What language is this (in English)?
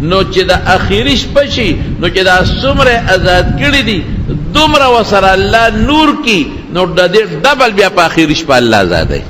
Pashto